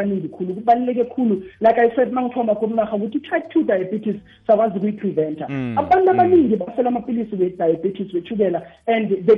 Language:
South Ndebele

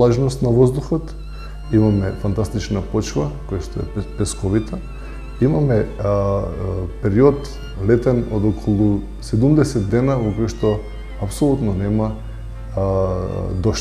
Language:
Macedonian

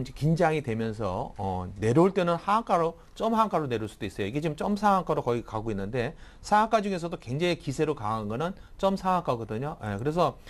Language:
Korean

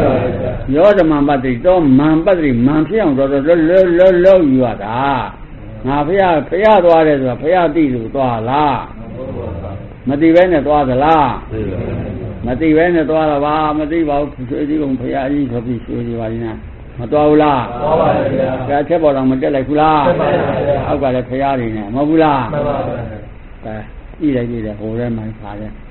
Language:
Burmese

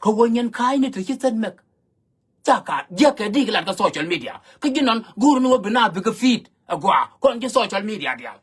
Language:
Nuer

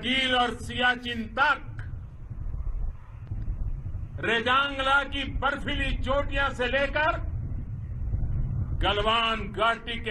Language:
Hindi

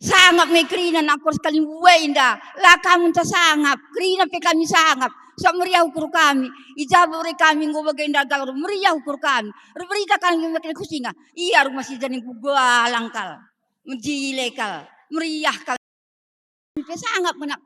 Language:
Batak Karo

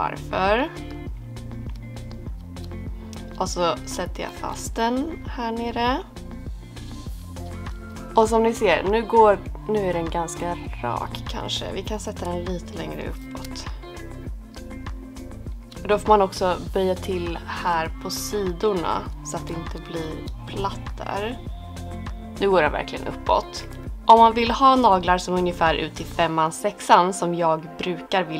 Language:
Swedish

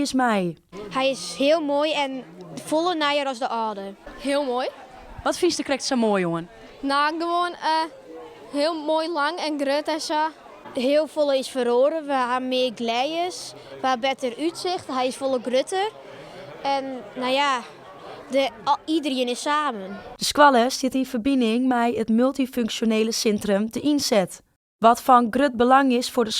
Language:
Western Frisian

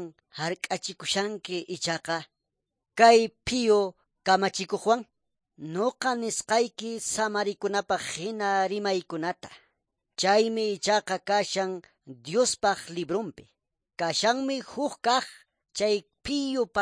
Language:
Quechua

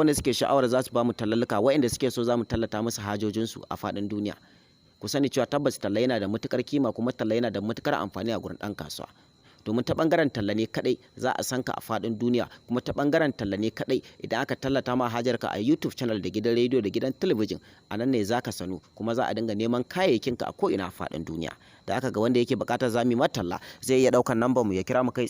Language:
Hausa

